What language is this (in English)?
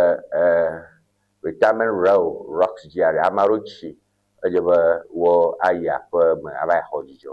Ewe